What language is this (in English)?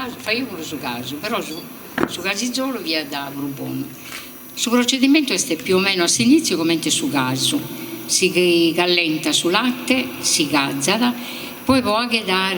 Sardinian